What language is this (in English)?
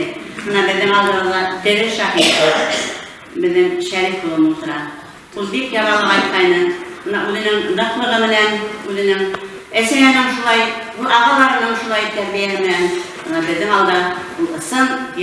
Bashkir